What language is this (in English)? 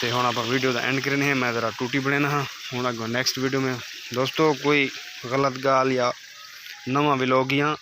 Saraiki